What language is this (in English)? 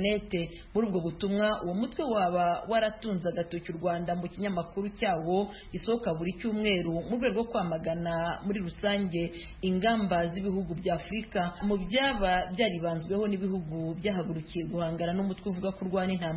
Kinyarwanda